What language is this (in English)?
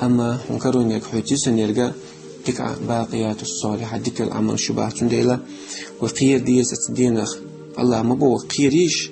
Chechen